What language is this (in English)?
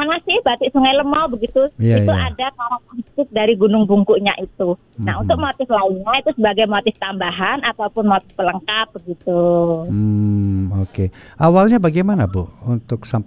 Indonesian